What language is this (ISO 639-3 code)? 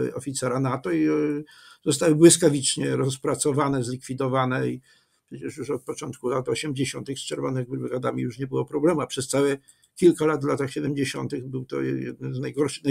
pol